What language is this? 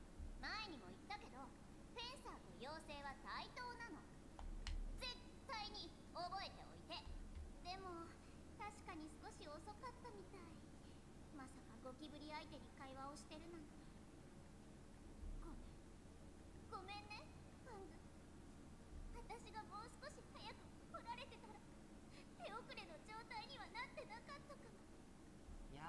Japanese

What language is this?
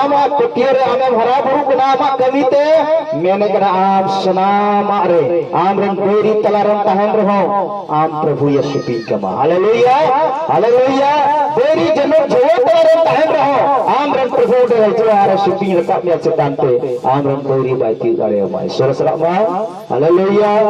Santali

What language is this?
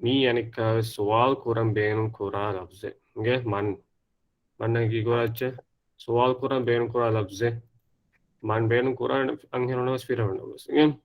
Divehi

